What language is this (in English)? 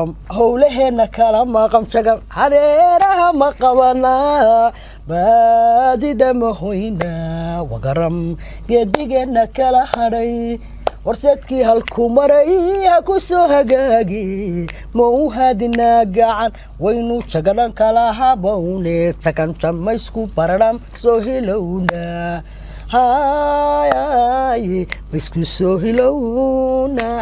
Somali